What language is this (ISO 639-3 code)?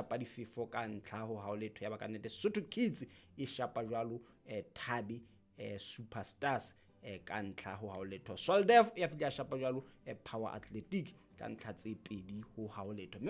sot